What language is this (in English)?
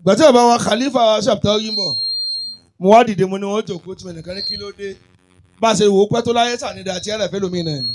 Yoruba